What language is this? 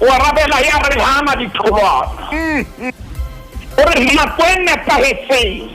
Southern Sotho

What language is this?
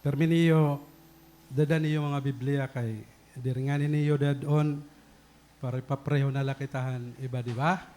Waray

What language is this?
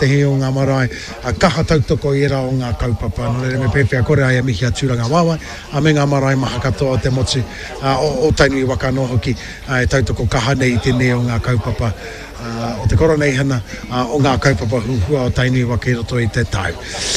Māori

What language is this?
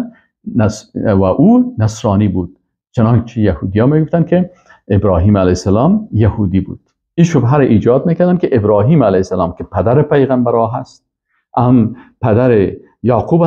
Persian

